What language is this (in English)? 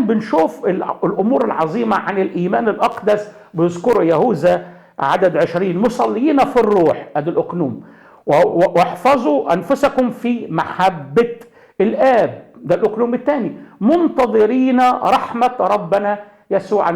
Egyptian Arabic